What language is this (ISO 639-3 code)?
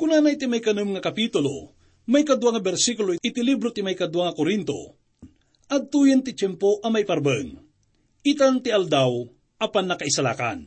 ilo